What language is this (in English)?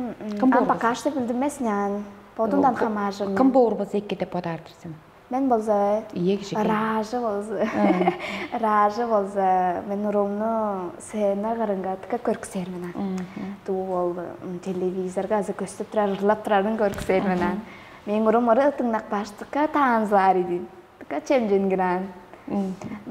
Tuvinian